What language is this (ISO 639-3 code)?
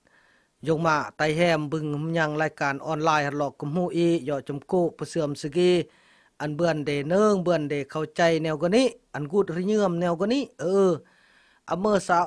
kjg